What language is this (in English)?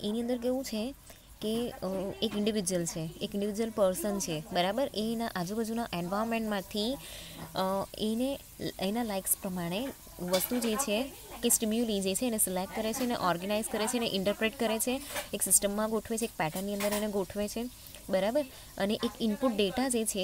Gujarati